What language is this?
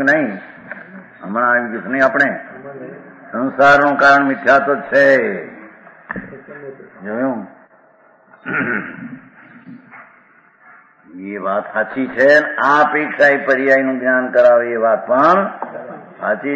Gujarati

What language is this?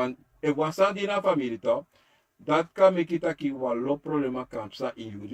Sranan Tongo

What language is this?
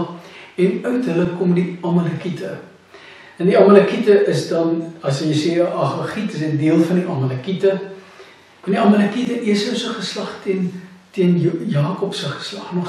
Afrikaans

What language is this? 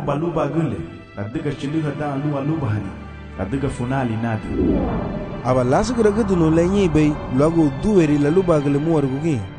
Garifuna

